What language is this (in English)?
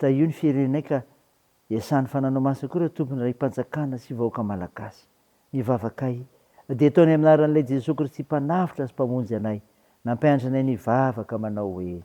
Malagasy